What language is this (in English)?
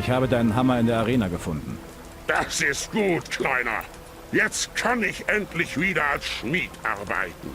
Bavarian